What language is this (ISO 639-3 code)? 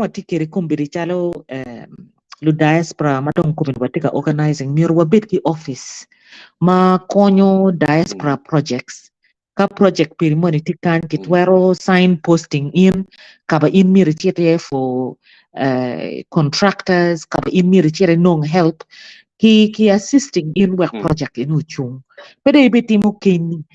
ach